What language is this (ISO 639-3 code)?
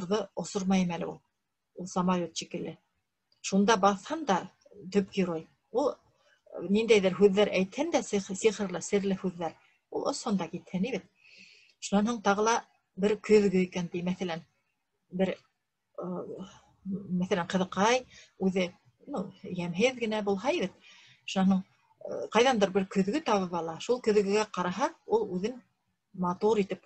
bak